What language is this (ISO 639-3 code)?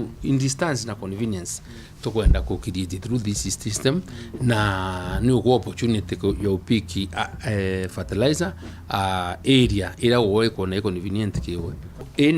mer